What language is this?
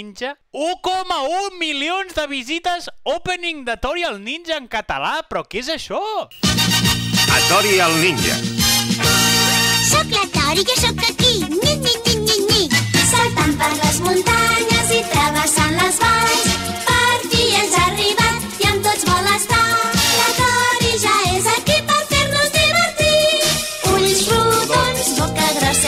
Catalan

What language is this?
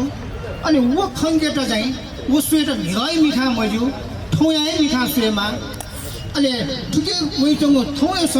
Newari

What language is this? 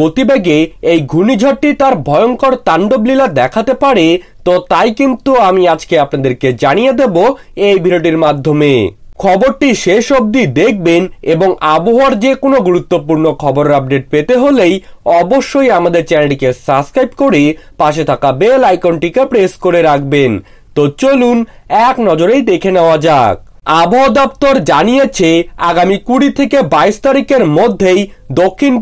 Bangla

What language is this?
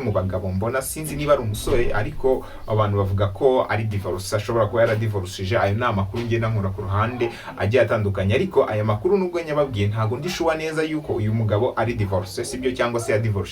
Kinyarwanda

